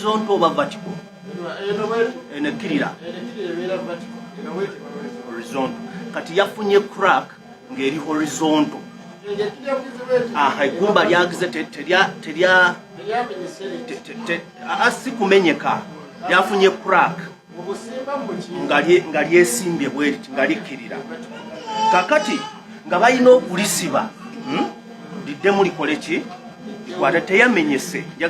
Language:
Ganda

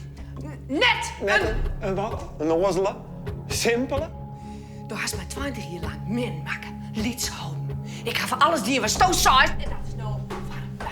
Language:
Western Frisian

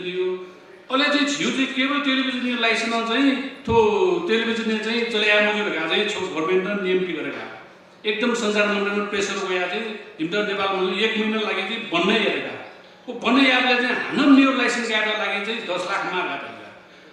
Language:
Newari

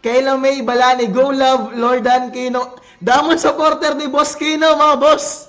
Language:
Waray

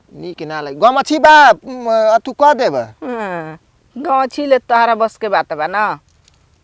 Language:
Bhojpuri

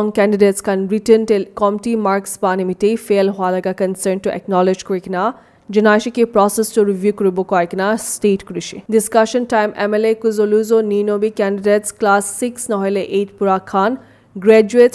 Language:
Naga Pidgin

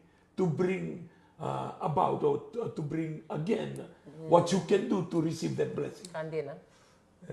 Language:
Fijian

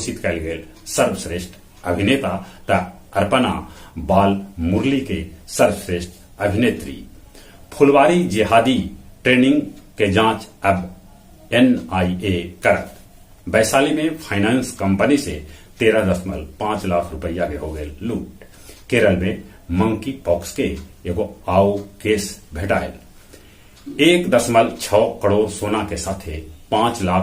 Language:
Magahi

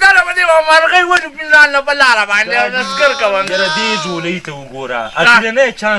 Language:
Pashto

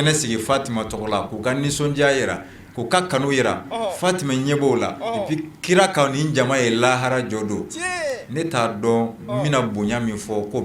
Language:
Bambara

